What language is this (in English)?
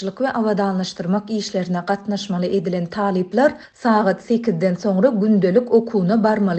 Turkmen